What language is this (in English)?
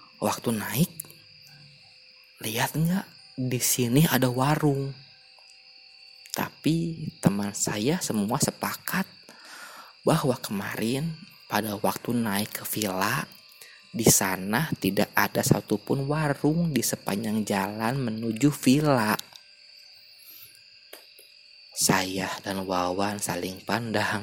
Indonesian